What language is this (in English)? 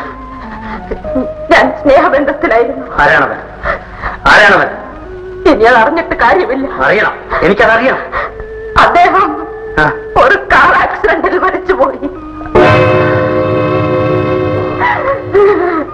Malayalam